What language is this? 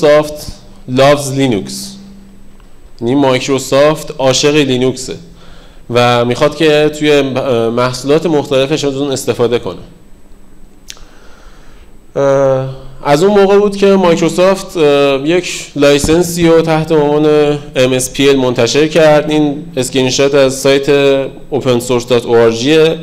Persian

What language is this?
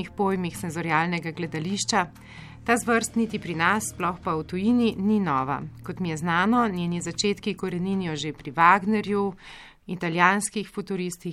Slovenian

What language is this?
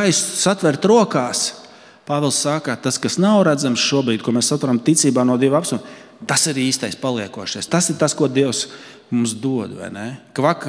Latvian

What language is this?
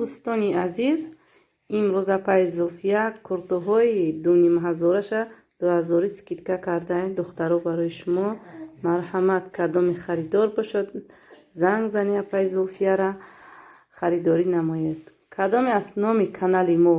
Tajik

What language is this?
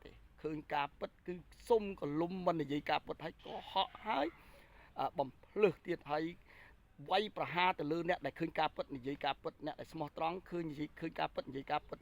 Khmer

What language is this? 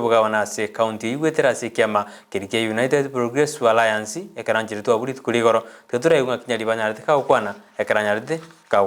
Gusii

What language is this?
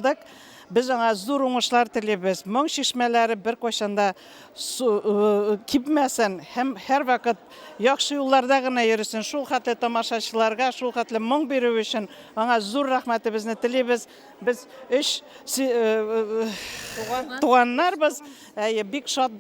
Tatar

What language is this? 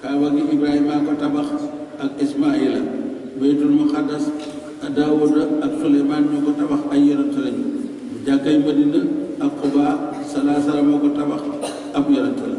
Wolof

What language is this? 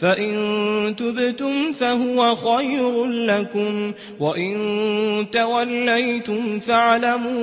Maranao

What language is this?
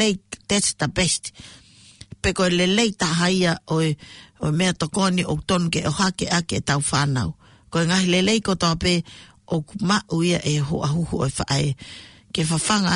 Tongan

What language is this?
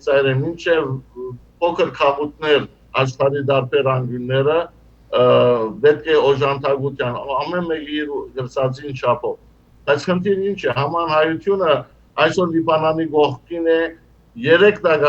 Western Armenian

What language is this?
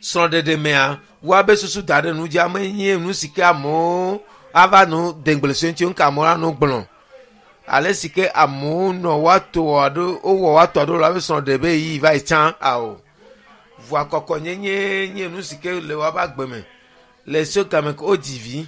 Ewe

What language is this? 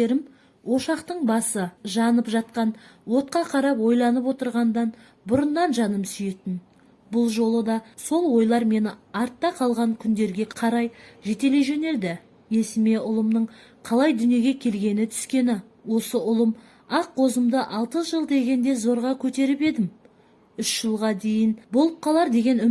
Kazakh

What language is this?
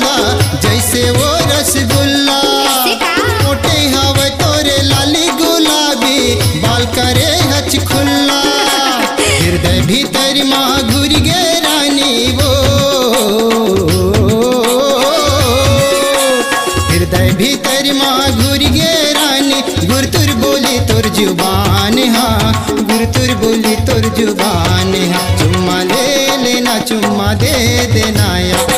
Chhattisgarhi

